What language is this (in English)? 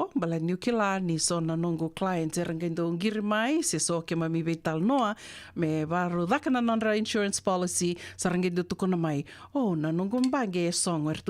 Fijian